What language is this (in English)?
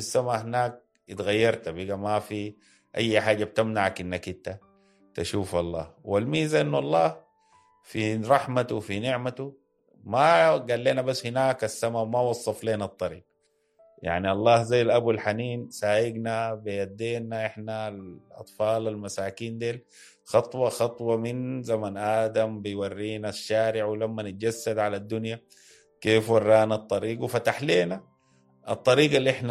Sudanese Arabic